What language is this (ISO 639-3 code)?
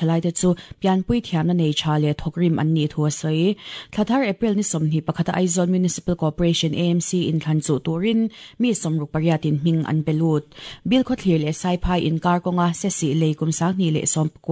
lus